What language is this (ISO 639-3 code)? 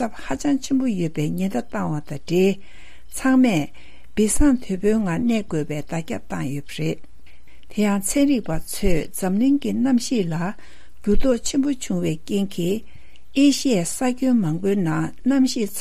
bod